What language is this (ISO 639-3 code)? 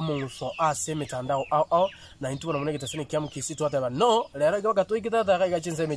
guz